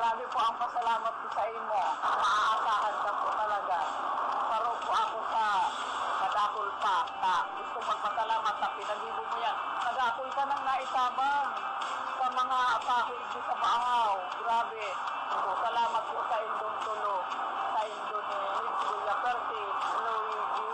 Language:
Bikol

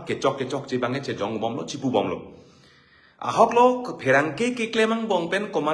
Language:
Karbi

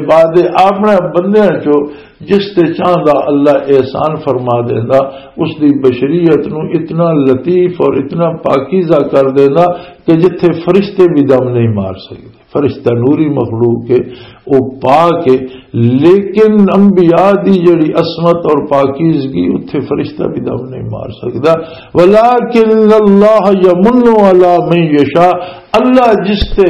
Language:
Western Panjabi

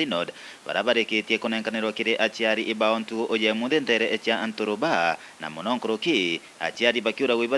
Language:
Meru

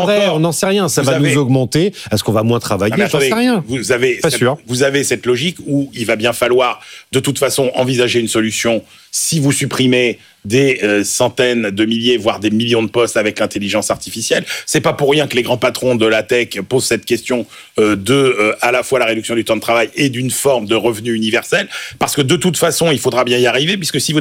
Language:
French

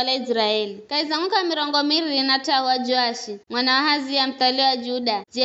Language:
Giryama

